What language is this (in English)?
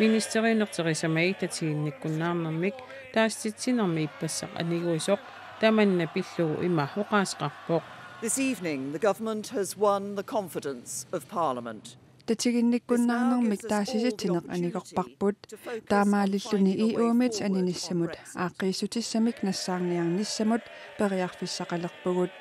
Kalaallisut